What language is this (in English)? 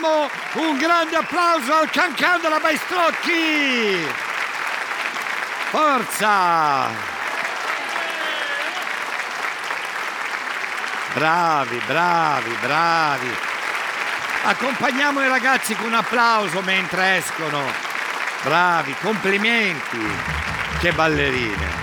Italian